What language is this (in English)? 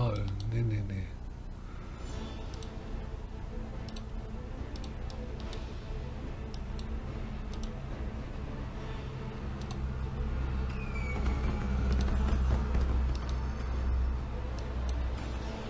German